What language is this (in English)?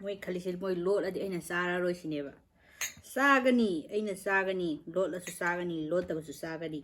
Manipuri